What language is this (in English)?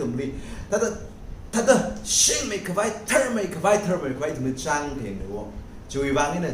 Tangkhul Naga (India)